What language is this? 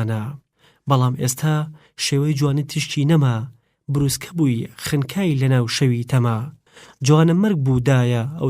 Central Kurdish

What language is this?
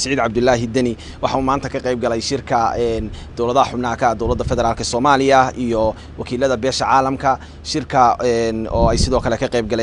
Somali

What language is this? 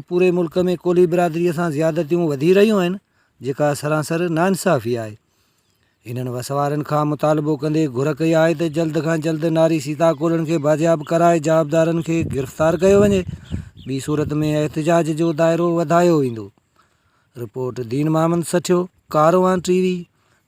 Sindhi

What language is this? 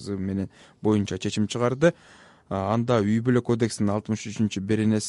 Kyrgyz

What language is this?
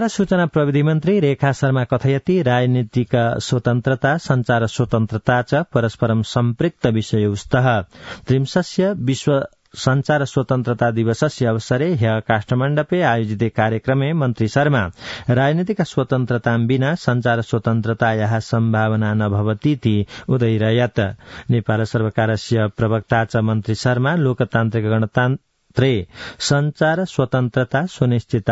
Sanskrit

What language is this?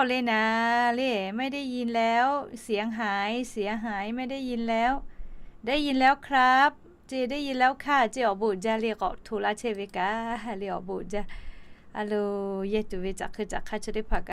Lahu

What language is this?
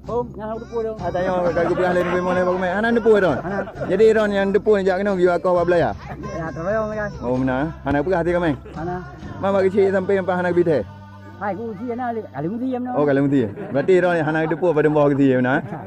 Achinese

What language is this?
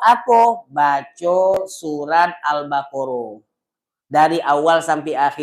Musi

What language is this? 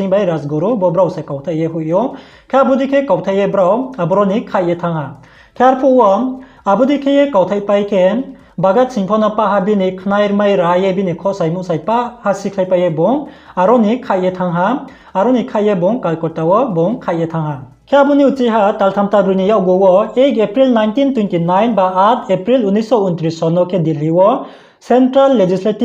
Riang (India)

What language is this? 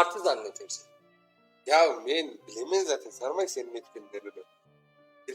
Crimean Tatar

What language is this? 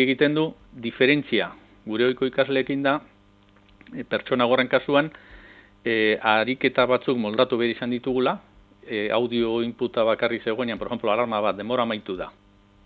Basque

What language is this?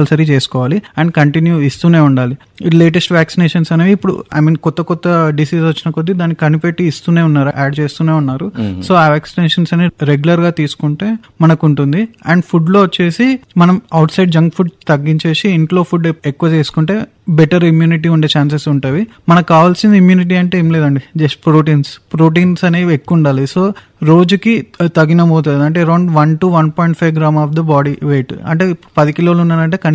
Telugu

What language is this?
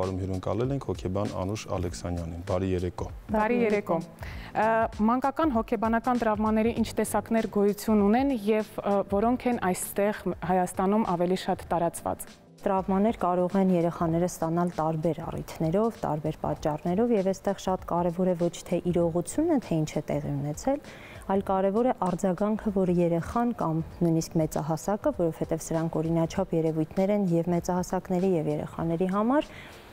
Armenian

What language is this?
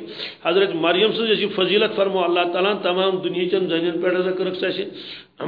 Kashmiri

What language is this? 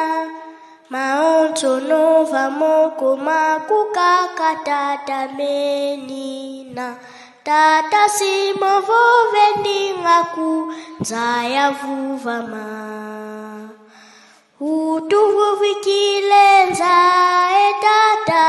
Lingala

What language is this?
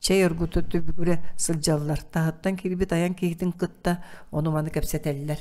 Yakut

